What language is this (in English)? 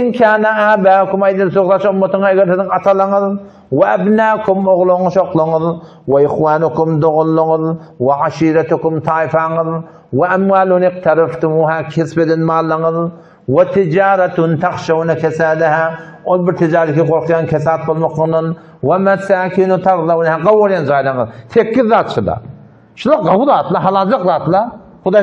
Turkmen